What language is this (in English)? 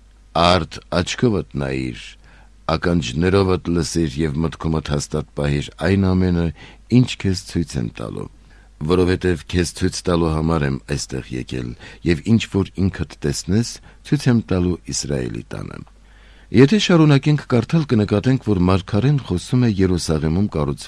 Armenian